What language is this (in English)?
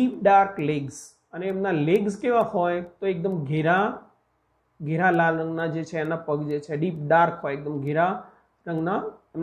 Gujarati